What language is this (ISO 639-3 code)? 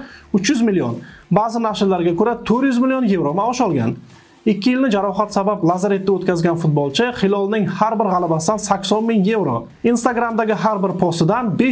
uzb